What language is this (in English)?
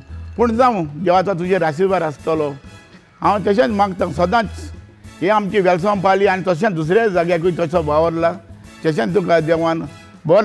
Konkani